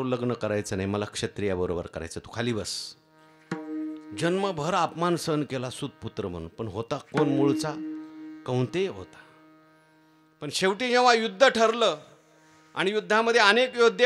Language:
Marathi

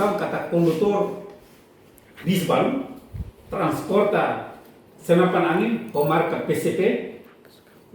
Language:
Tetum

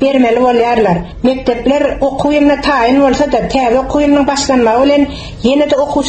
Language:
Turkmen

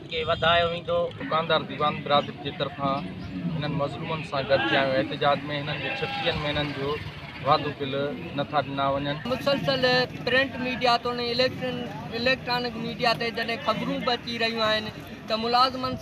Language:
Sindhi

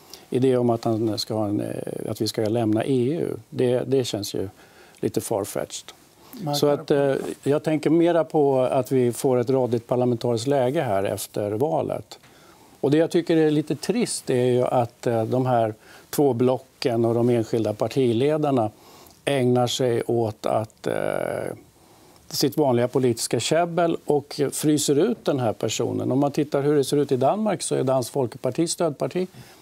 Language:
Swedish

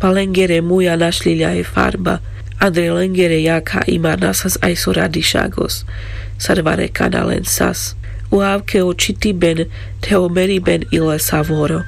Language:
Carpathian Romani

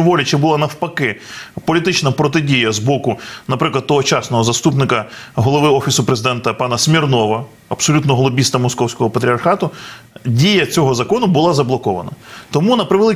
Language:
Ukrainian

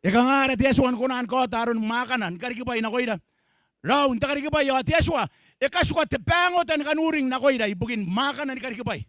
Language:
Gilbertese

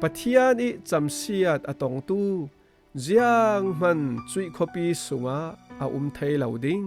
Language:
Falam Chin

